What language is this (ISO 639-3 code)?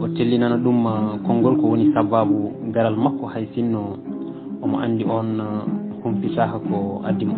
ful